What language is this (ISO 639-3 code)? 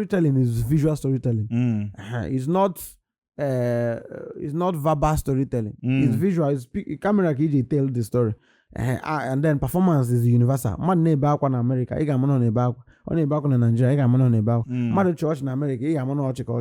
ibo